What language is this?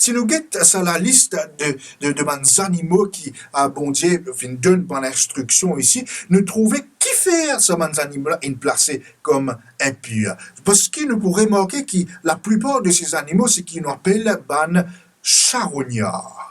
Morisyen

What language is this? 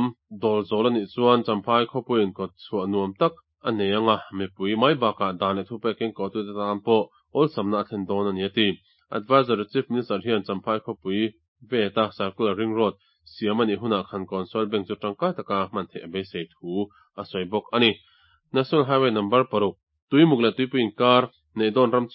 Mizo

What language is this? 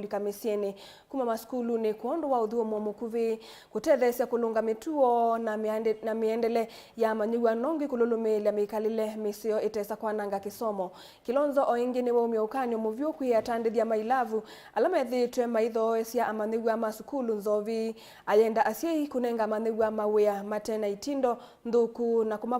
Kamba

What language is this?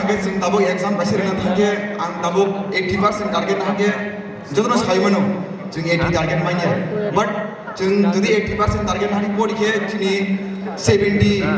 Kok Borok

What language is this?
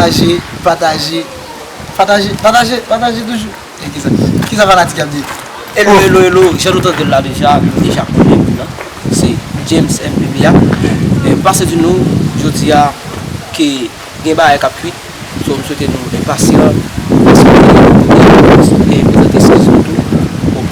Haitian Creole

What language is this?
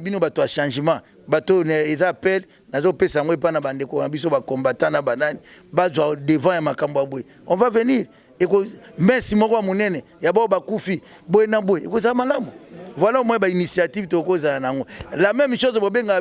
Lingala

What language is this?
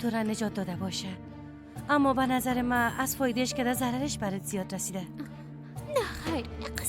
Persian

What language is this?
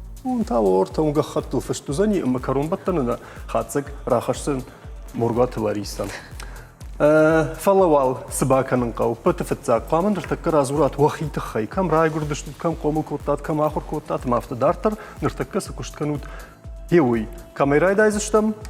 Ossetic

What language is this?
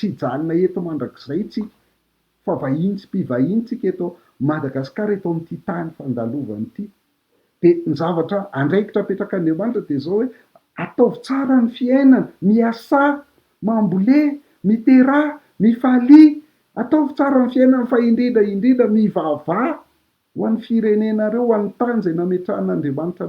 Malagasy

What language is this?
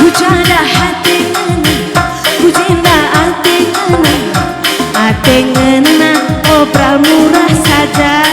Batak Karo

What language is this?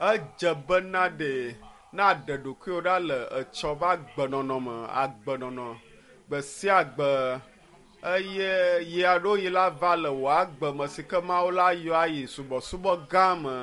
Ewe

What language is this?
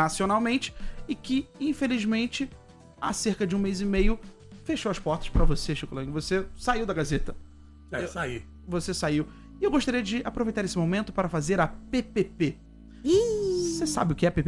Portuguese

